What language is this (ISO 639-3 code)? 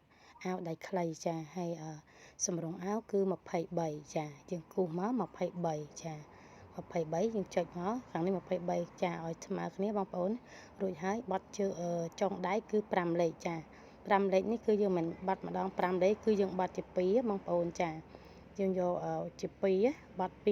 khm